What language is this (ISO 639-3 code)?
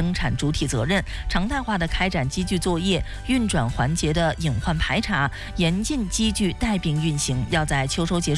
zho